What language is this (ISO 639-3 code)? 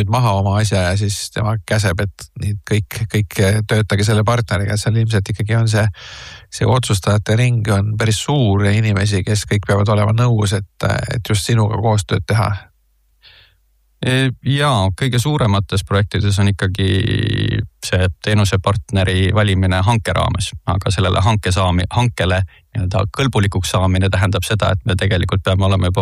est